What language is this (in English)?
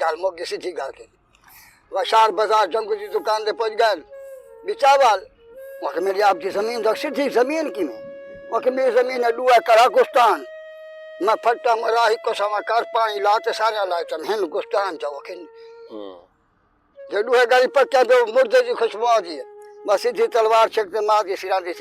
Saraiki